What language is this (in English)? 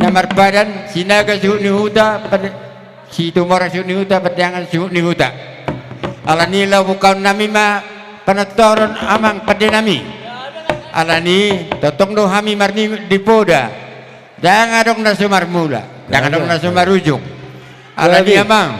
Batak Toba